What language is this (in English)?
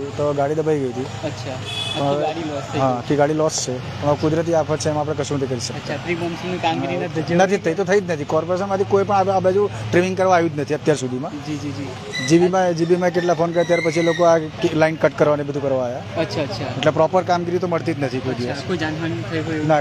Gujarati